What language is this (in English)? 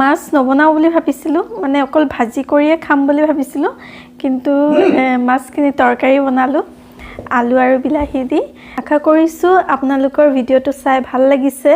Assamese